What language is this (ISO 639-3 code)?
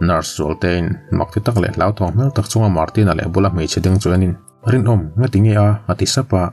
lus